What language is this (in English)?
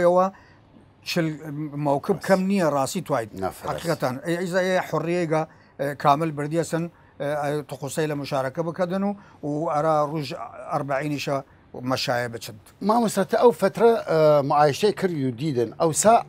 Southern Kurdish